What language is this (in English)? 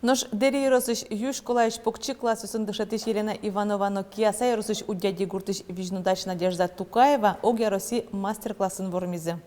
Udmurt